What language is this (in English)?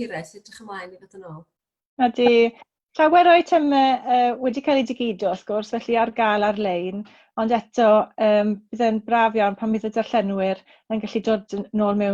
Welsh